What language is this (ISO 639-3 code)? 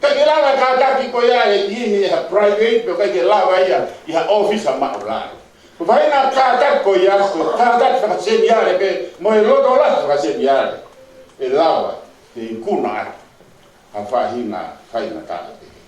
ton